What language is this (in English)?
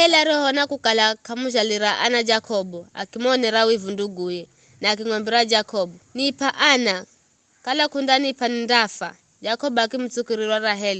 Giryama